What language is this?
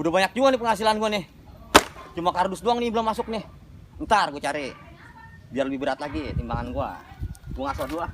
Betawi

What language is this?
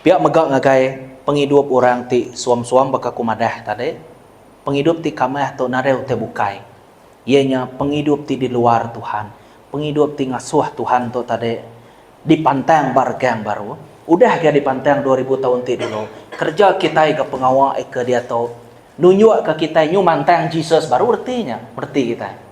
Iban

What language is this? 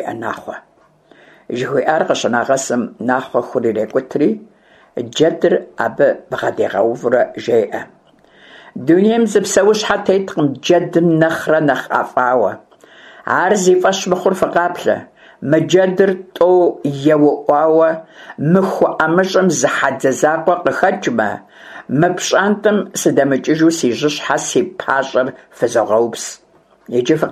Kabardian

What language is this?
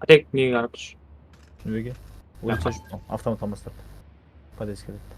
Kara-Kalpak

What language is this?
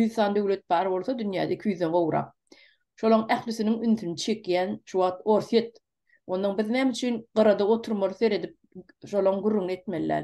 Turkmen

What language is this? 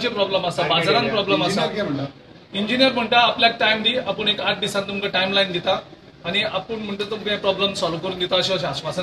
Konkani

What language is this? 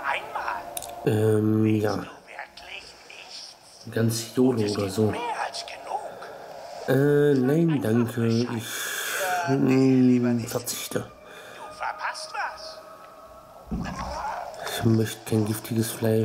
German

